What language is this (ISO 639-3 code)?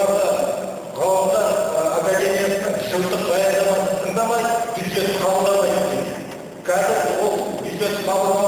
kaz